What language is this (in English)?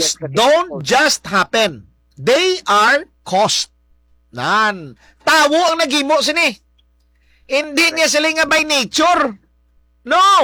Hiligaynon